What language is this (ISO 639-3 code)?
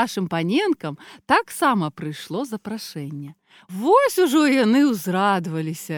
bel